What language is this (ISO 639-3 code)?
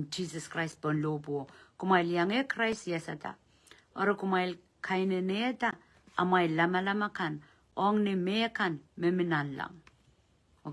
pon